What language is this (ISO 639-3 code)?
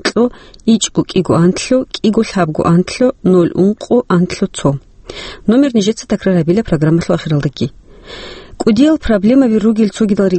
ava